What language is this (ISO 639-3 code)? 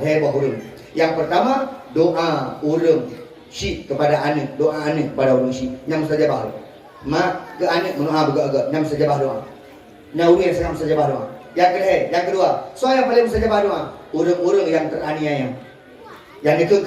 ace